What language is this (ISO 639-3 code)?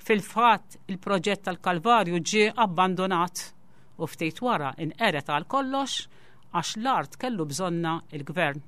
mlt